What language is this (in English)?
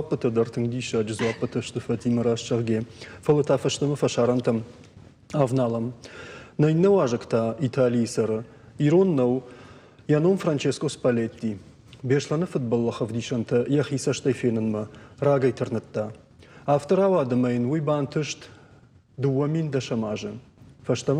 Ossetic